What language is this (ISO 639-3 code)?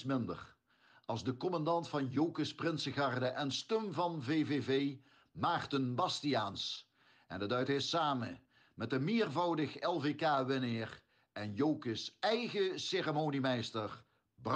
lim